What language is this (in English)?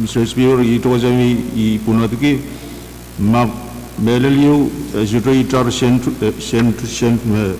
Pohnpeian